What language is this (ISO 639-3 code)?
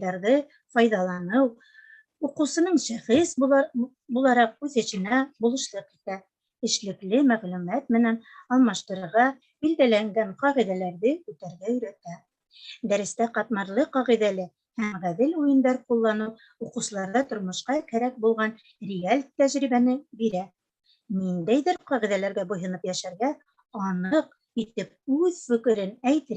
bak